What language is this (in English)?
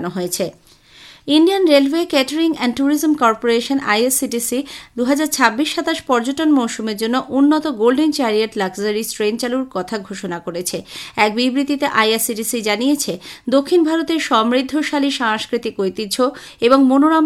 Bangla